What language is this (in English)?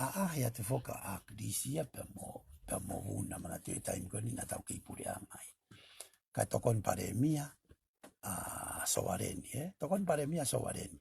Tongan